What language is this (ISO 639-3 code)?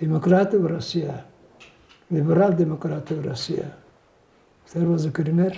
tyv